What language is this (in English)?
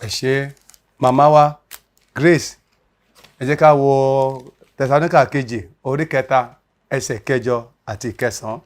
Yoruba